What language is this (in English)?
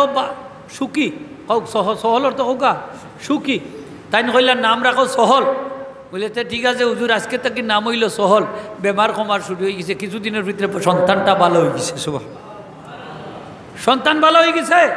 Sylheti